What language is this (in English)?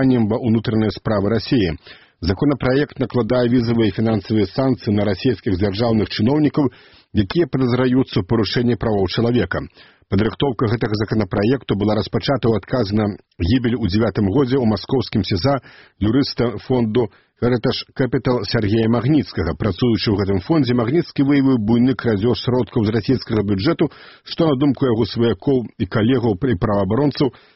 Belarusian